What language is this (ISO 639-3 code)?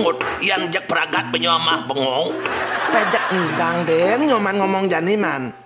ban